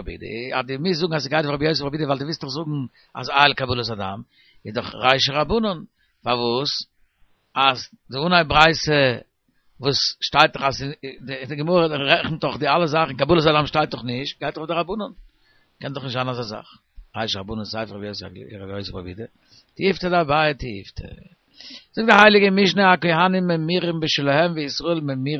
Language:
Yiddish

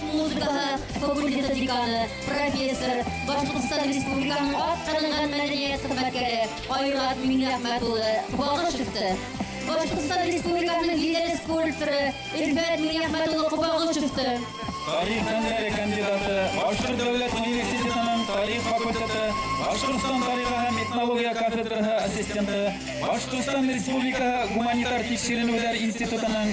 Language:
Bashkir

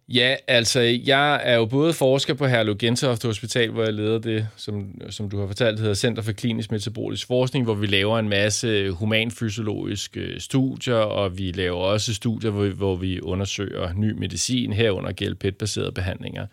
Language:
Danish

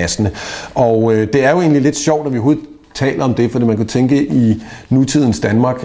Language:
Danish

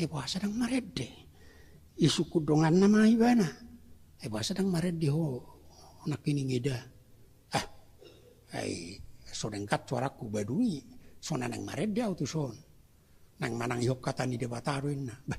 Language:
Batak Toba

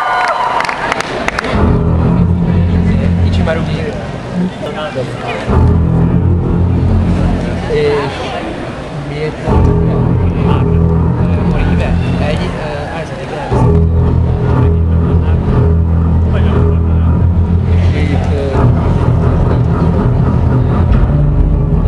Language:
Hungarian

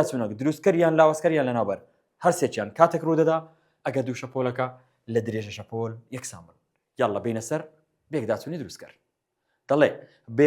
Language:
Central Kurdish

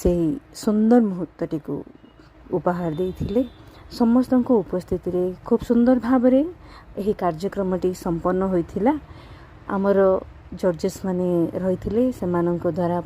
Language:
Odia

